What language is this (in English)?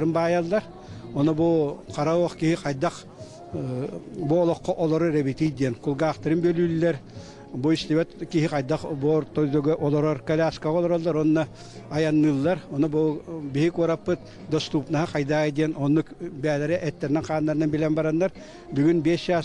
Yakut